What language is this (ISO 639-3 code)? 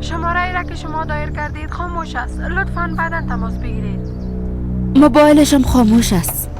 fas